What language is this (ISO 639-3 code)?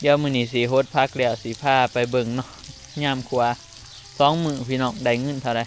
tts